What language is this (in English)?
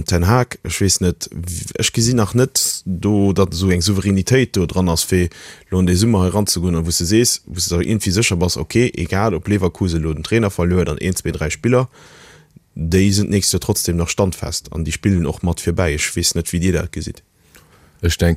Luxembourgish